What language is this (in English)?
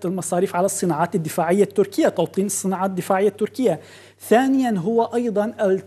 Arabic